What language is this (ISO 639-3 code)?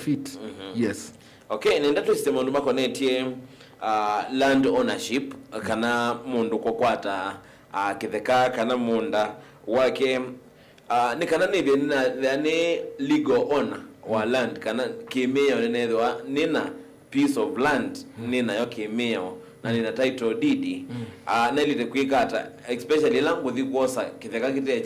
kam